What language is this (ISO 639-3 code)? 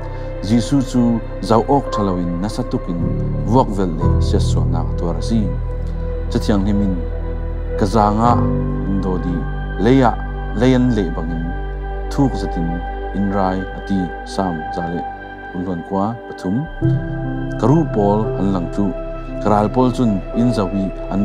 cfm